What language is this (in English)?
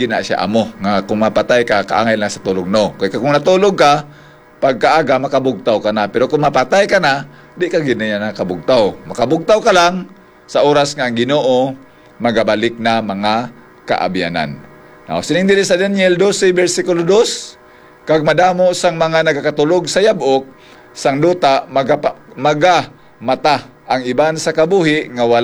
Hiligaynon